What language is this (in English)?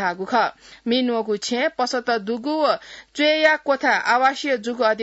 Newari